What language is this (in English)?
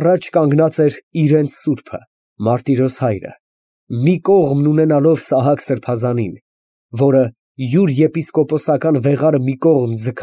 Armenian